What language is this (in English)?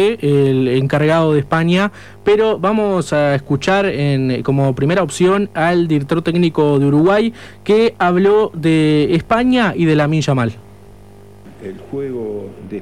Spanish